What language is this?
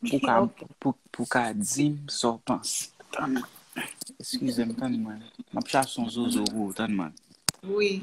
Haitian Creole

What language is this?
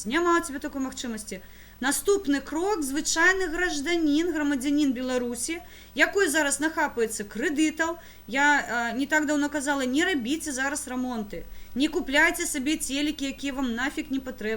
Belarusian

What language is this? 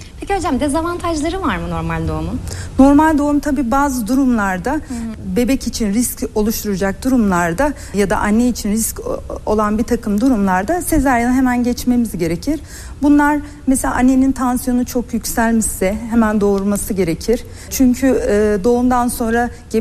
Turkish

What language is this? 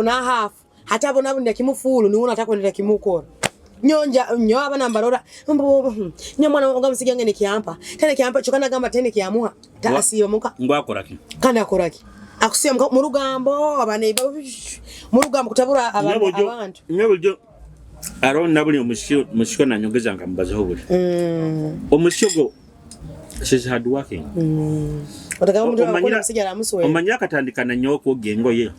Nyoro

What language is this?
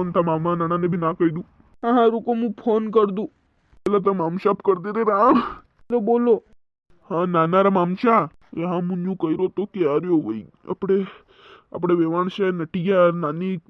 Rajasthani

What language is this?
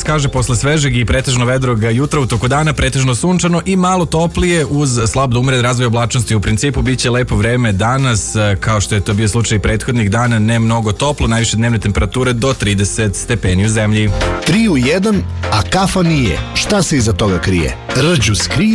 Serbian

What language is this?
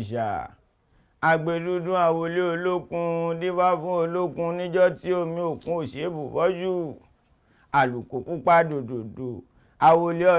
Yoruba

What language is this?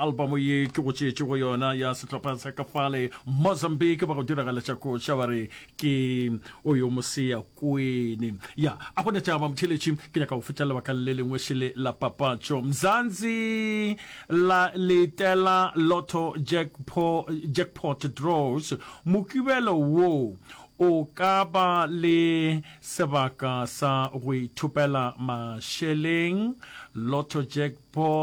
Northern Sotho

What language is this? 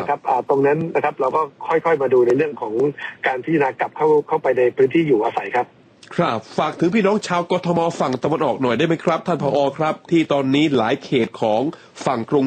Thai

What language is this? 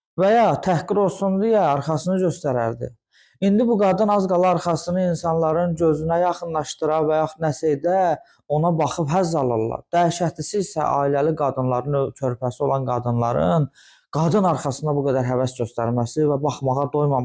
Azerbaijani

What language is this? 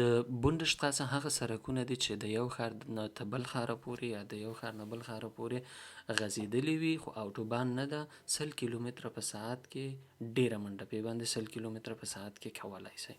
Pashto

